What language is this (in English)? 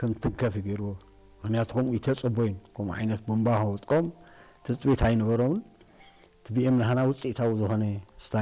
Tigrinya